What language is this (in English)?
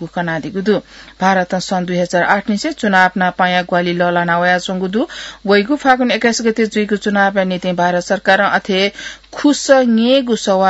Newari